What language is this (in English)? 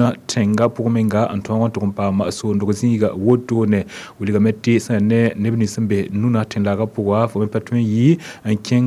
Mossi